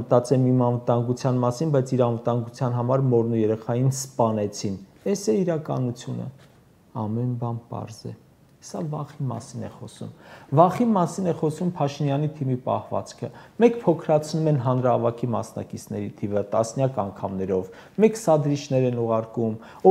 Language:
Armenian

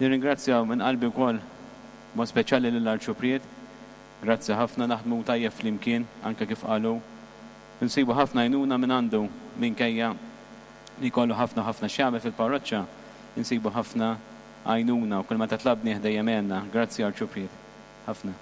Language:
Maltese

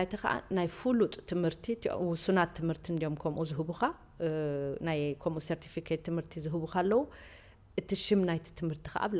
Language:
Tigrinya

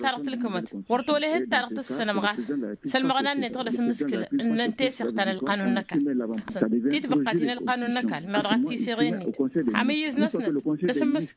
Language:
Tamasheq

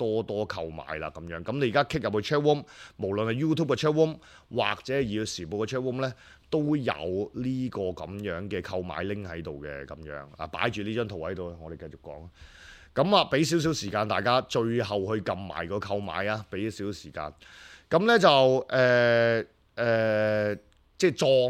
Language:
Cantonese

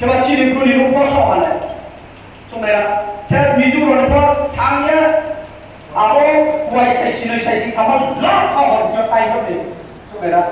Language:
Riang (India)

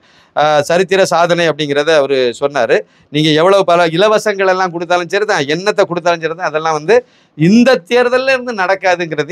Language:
Tamil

